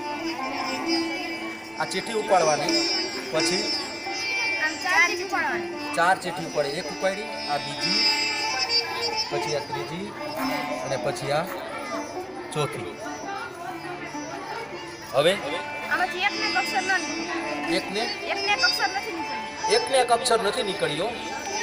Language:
Gujarati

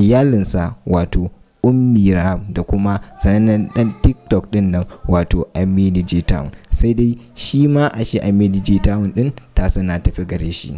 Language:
Hausa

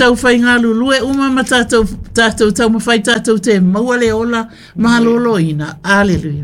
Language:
Samoan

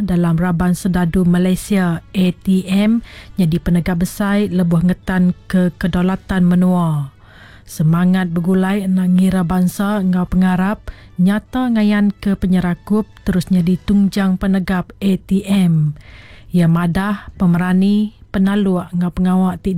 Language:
Iban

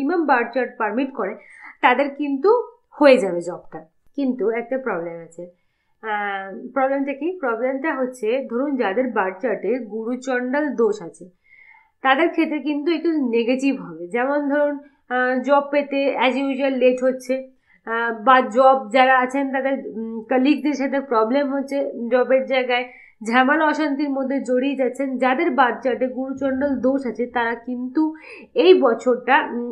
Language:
Bangla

